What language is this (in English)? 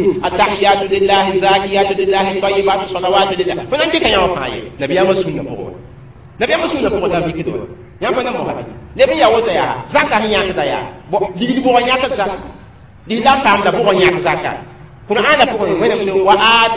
Mossi